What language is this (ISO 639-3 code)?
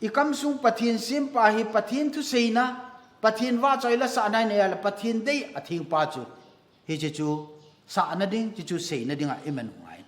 tcz